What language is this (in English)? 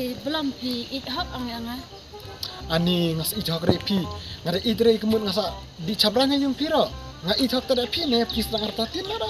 Khasi